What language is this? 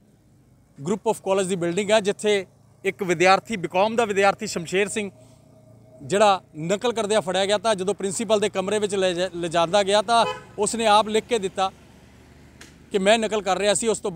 Punjabi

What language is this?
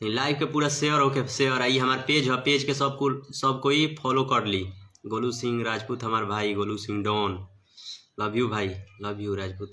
Bhojpuri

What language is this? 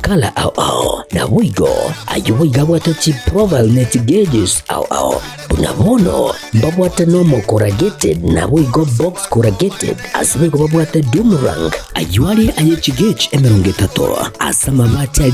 Gusii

